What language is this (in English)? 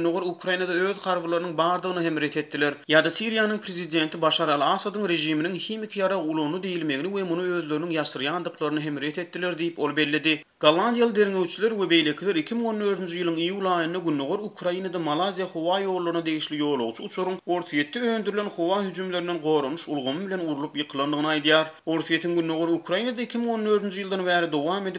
Turkmen